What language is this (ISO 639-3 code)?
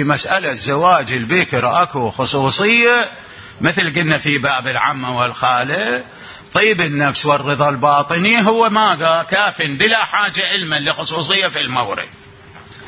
acm